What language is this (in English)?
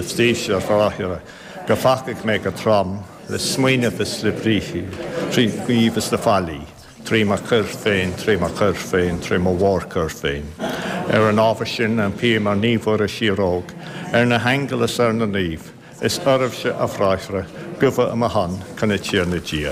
Irish